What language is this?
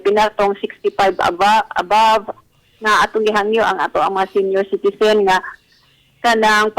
Cebuano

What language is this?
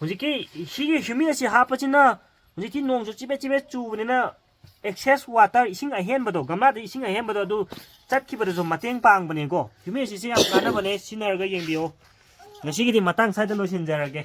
Manipuri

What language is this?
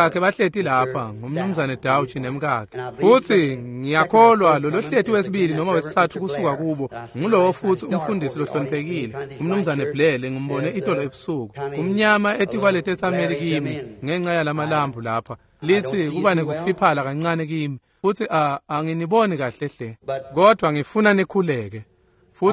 Swati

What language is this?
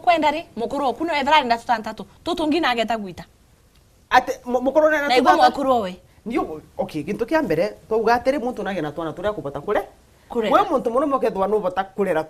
Meru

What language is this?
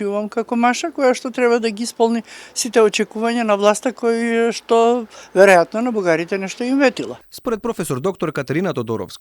Macedonian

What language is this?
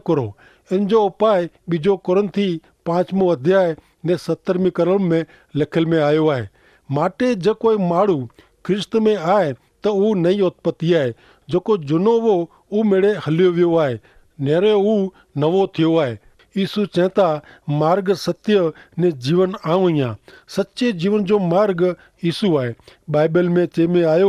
Kachhi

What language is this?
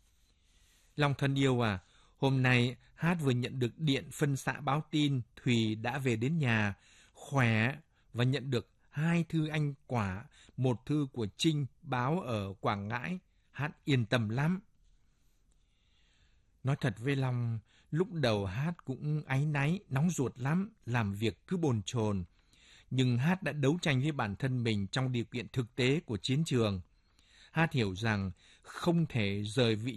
Vietnamese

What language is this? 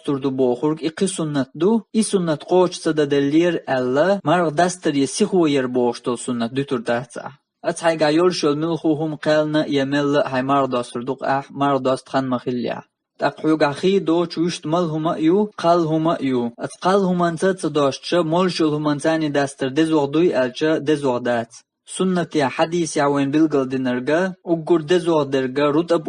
Chechen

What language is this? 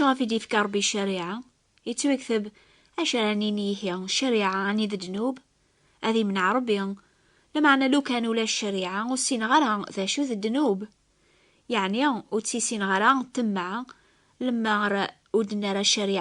Kabyle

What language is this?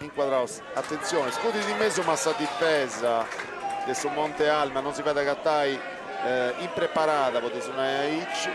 Sardinian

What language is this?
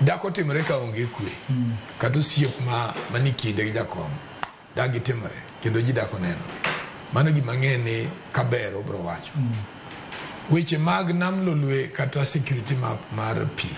Luo (Kenya and Tanzania)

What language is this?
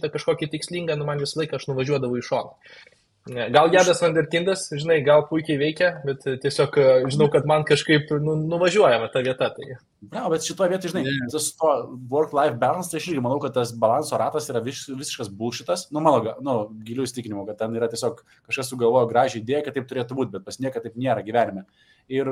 Lithuanian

